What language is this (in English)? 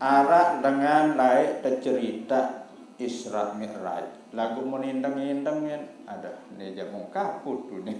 Sasak